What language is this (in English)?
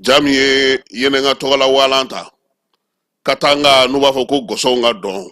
Bambara